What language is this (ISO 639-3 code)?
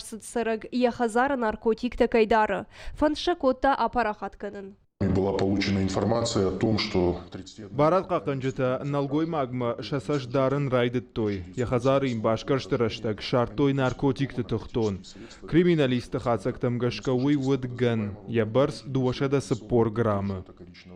oss